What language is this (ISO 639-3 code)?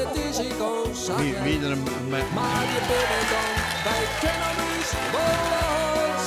fry